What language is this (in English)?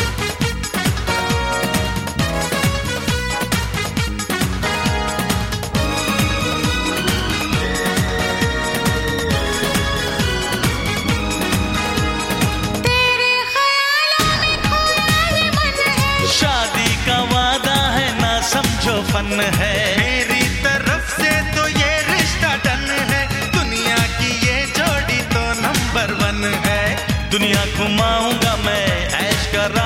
Hindi